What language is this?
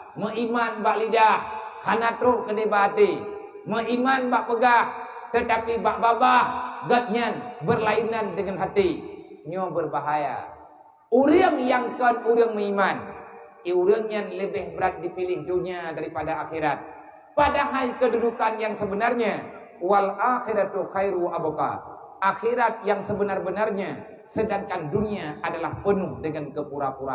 Achinese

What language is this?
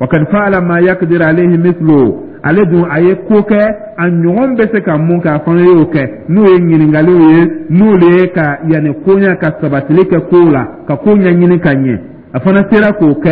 Dyula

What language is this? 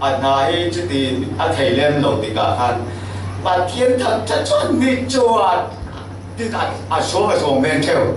Falam Chin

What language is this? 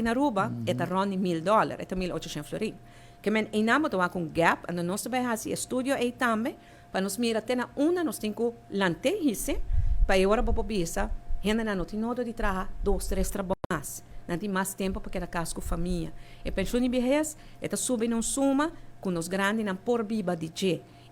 Papiamento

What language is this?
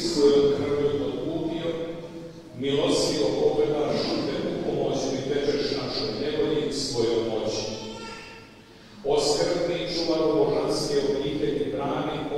Croatian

